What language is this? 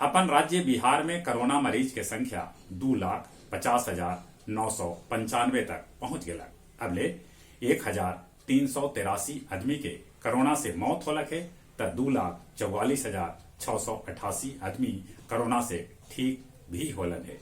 Magahi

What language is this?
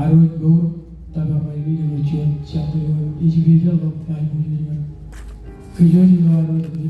Marshallese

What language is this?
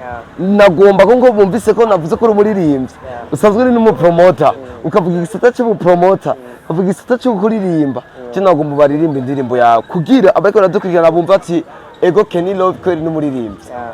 Rundi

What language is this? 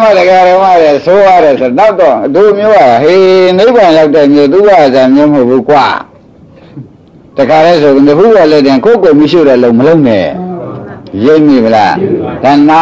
Burmese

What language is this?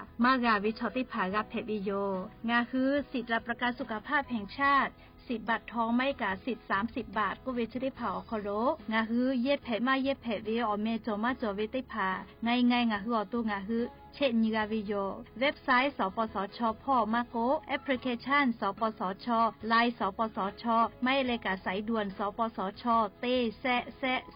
Lahu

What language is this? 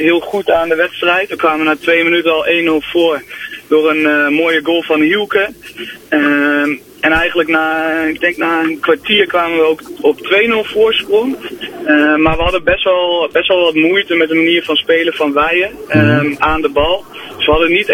Dutch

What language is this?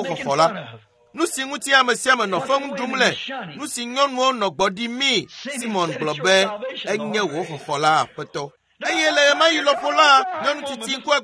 Ewe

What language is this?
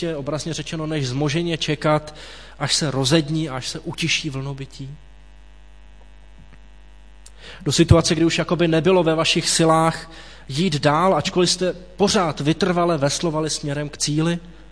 Czech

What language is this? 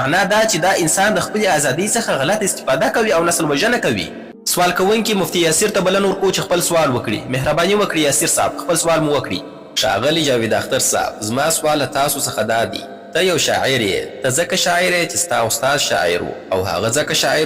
Pashto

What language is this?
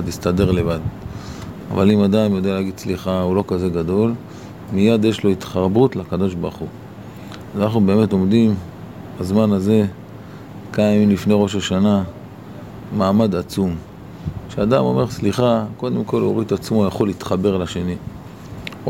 Hebrew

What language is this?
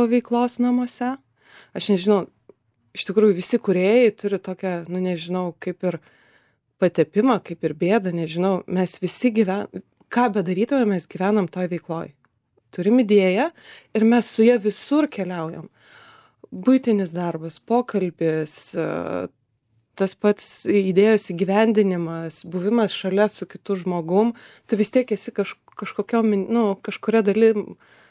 Lithuanian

